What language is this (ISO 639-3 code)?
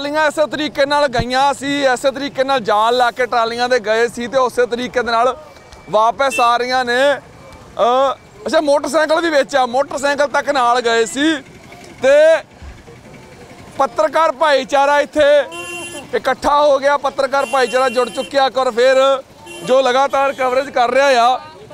pan